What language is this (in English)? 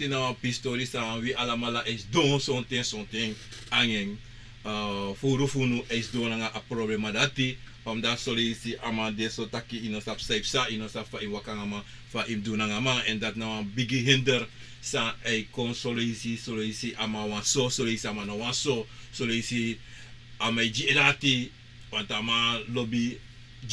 Sranan Tongo